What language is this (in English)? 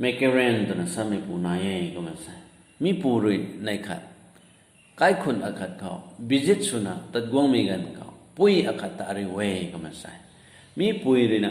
Rongmei Naga